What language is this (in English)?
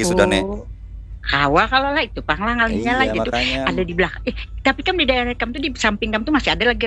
Banjar